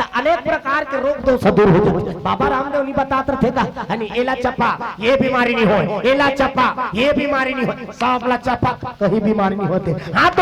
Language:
Chhattisgarhi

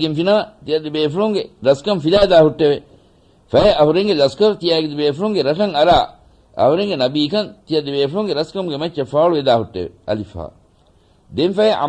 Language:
Divehi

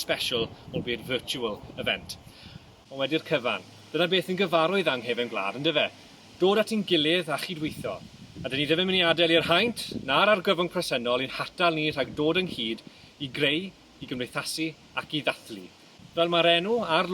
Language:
Welsh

